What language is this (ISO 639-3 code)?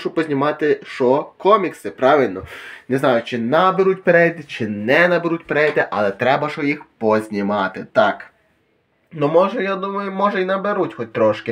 ukr